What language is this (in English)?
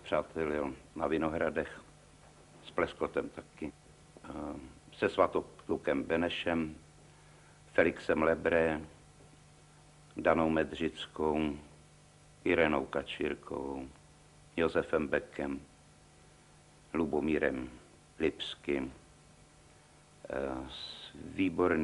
Czech